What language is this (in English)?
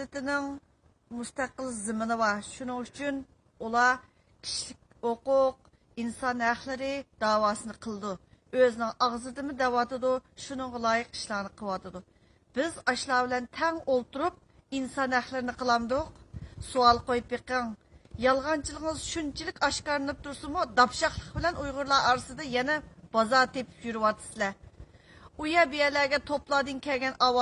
Uyghur